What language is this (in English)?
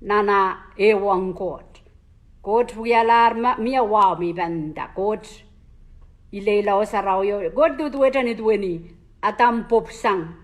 Pohnpeian